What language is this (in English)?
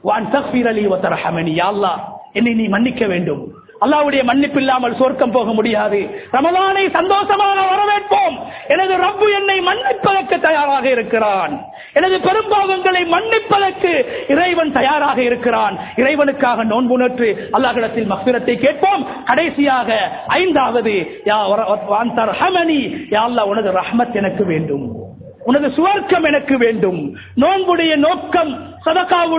Tamil